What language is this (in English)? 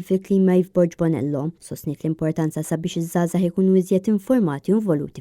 Maltese